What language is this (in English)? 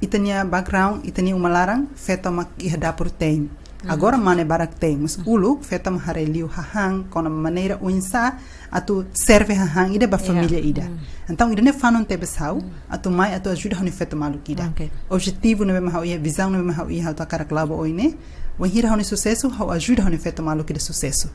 Tetum